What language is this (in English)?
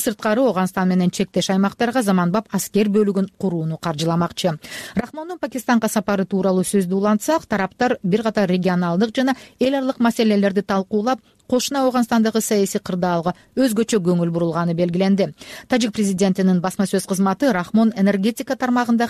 Kyrgyz